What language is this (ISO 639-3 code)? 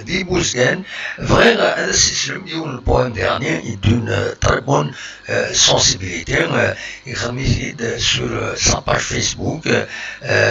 kab